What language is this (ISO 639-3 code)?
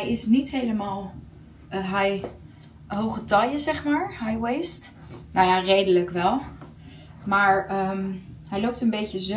nld